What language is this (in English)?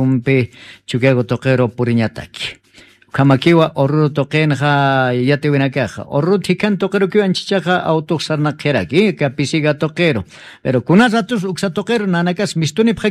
Aymara